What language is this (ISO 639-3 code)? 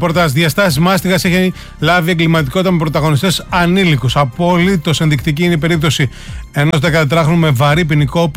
ell